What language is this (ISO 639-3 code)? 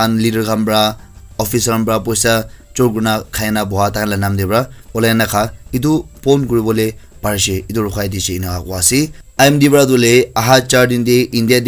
nag